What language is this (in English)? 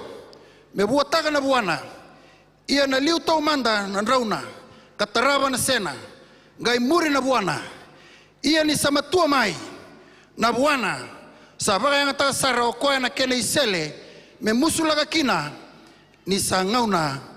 Fijian